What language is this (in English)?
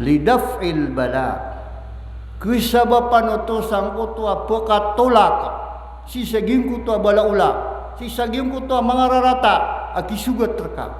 Maranao